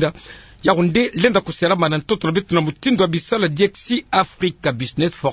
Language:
Kituba (Democratic Republic of Congo)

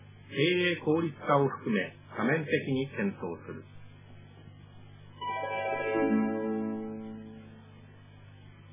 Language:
Japanese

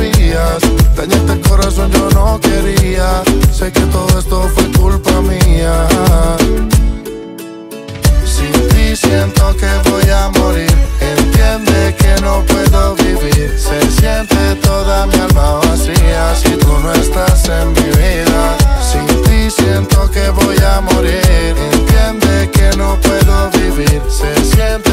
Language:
Spanish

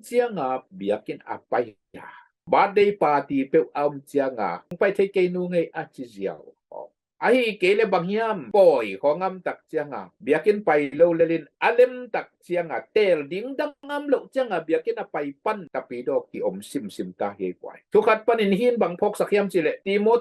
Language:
Tedim Chin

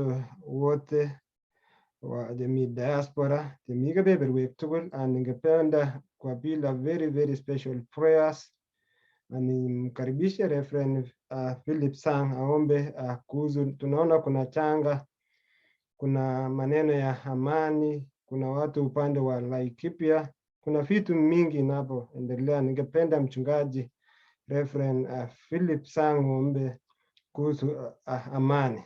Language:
Kalenjin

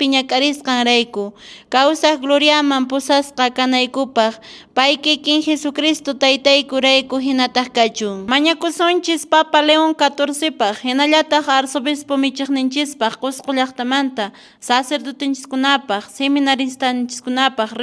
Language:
Quechua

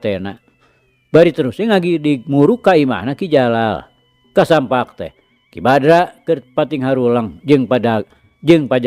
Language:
Sundanese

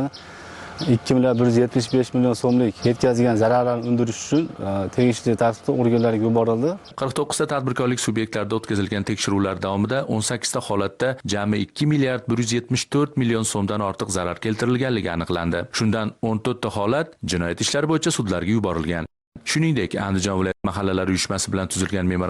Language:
Uzbek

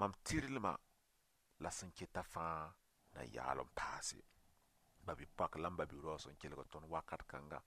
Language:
Mossi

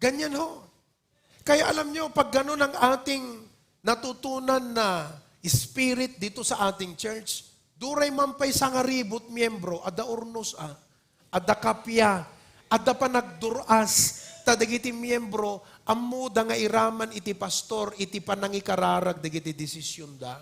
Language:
Iloko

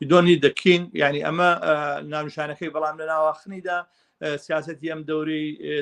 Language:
Central Kurdish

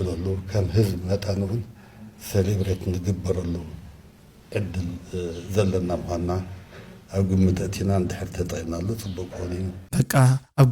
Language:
Tigrinya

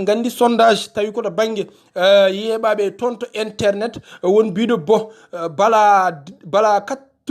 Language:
Fula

